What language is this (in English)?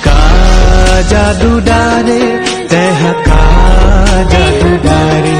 Chhattisgarhi